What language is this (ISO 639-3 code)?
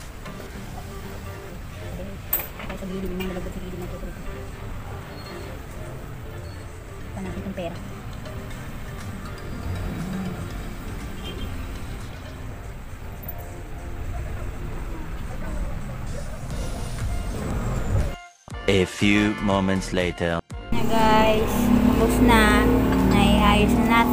fil